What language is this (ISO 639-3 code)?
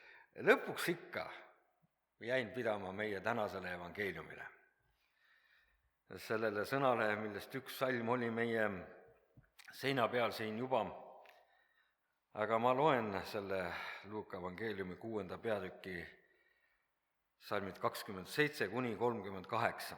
est